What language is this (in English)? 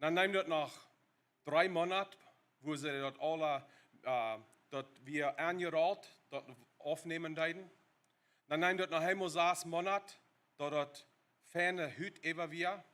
Plautdietsch